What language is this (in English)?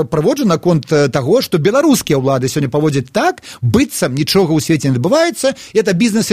Belarusian